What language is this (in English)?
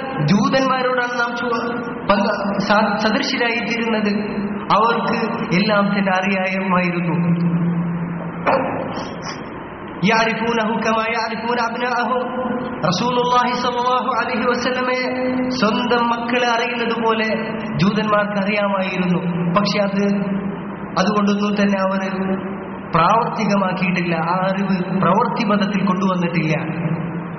Malayalam